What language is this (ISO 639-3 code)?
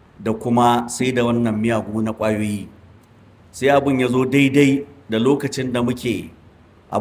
hau